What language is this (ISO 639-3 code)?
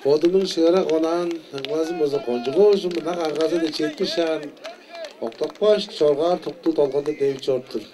tyv